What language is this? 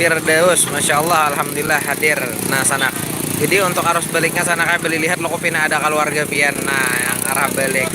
Banjar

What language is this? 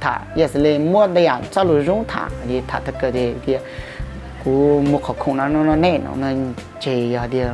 Hmong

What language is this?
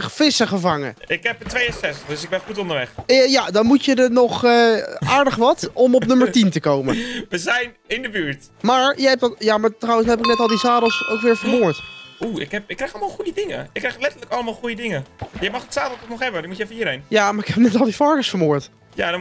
Dutch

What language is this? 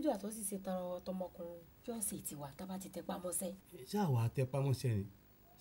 Yoruba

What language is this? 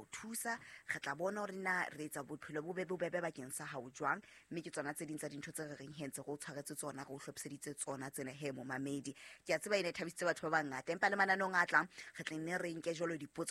Southern Sotho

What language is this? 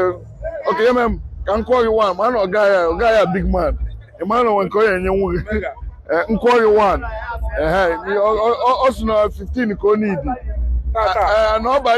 Igbo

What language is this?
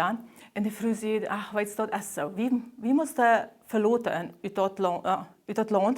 Plautdietsch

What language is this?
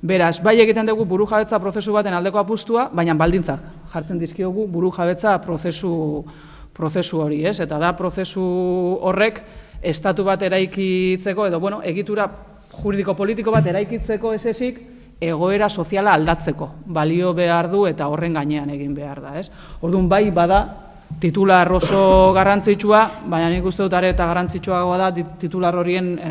Basque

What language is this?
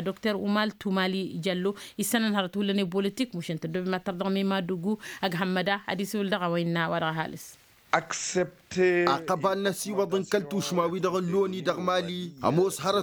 Tamasheq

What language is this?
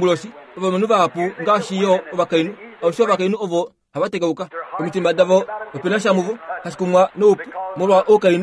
Kuanyama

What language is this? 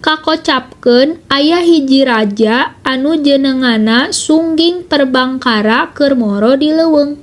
Sundanese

